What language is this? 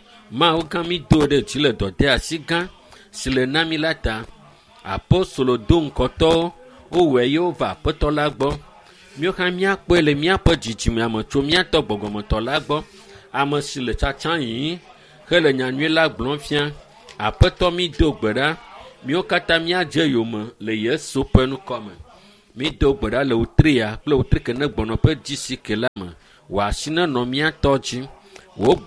Ewe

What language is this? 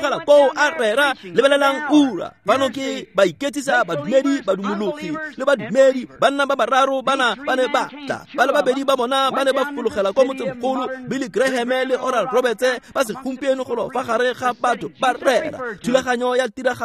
Tswana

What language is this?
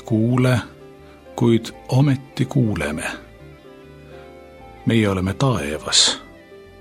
Estonian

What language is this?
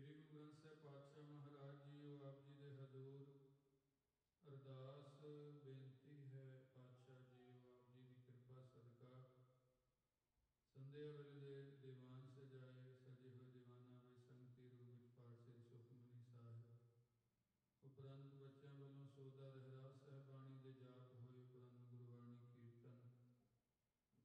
Punjabi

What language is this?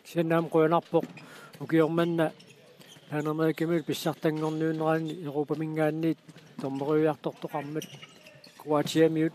Kalaallisut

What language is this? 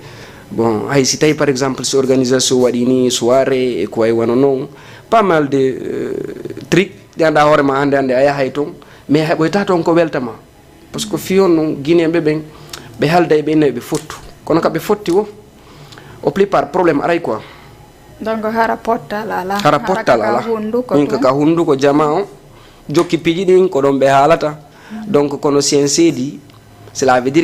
Fula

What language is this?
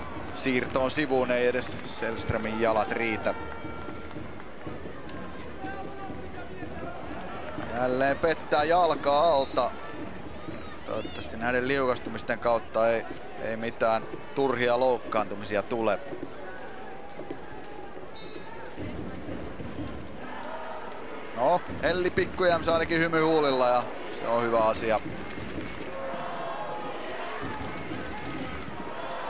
Finnish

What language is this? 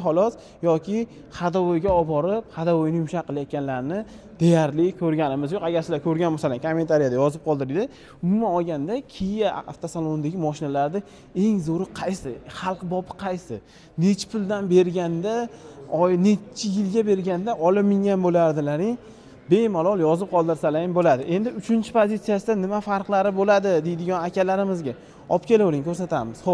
Uzbek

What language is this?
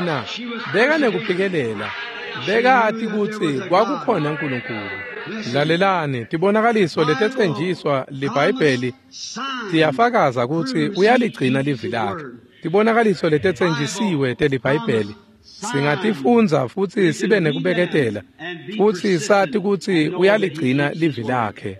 Swati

